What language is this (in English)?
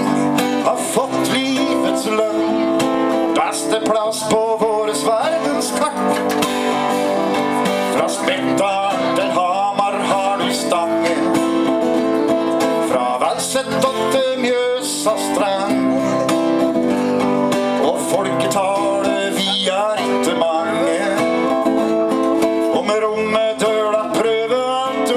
Norwegian